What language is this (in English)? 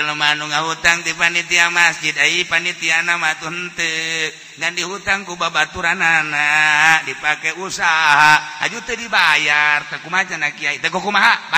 Sundanese